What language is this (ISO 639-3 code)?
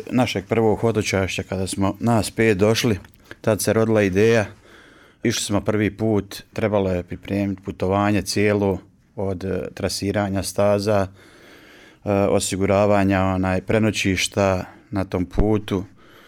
bos